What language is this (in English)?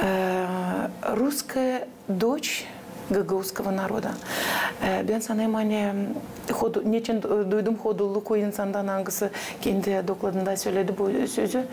Gagauz